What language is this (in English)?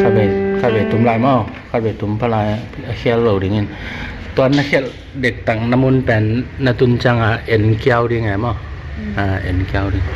Tedim Chin